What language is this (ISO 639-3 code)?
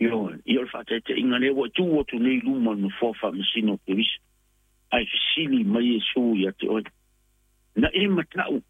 smo